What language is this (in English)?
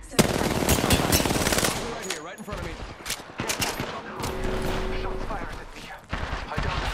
English